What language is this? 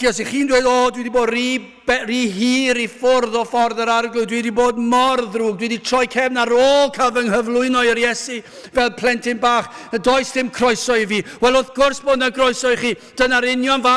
Welsh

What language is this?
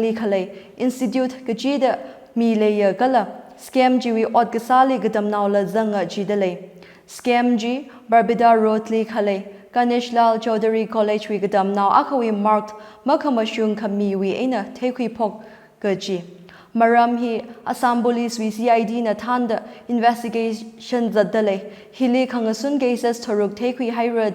Tangkhul Naga (India)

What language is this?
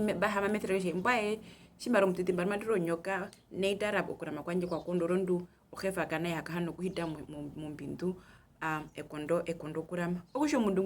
Herero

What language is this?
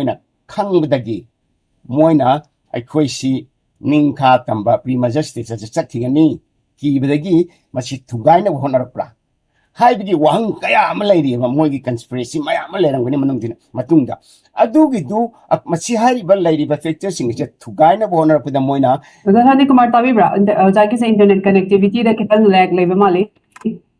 Manipuri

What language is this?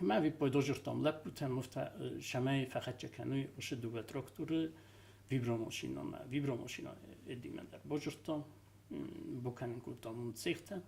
Ossetic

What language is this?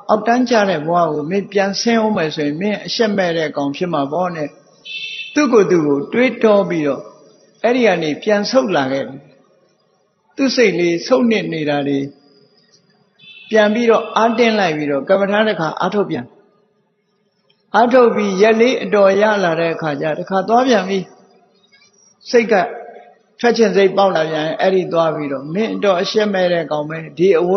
Burmese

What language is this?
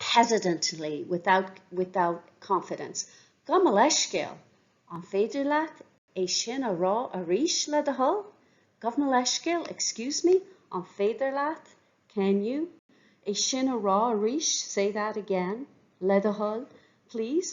Irish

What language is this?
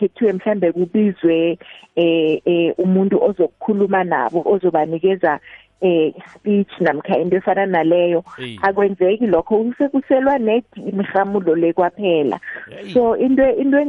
South Ndebele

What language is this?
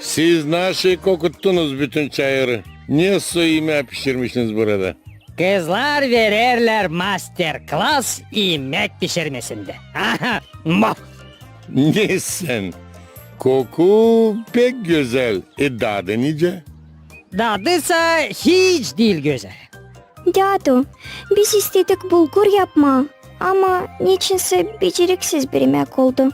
Gagauz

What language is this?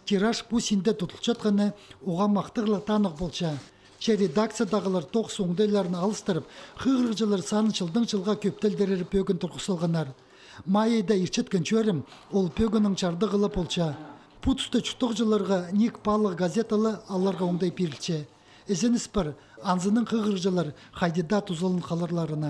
Khakas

